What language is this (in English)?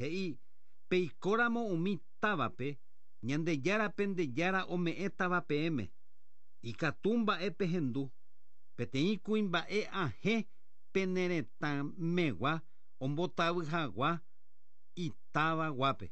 Guarani